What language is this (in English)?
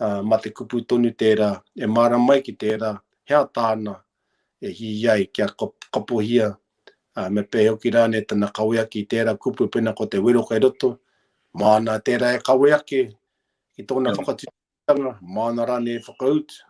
Māori